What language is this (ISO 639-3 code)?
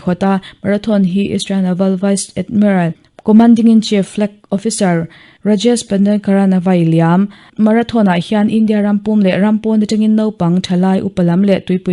lus